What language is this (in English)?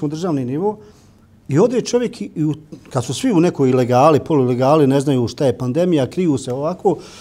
Bosnian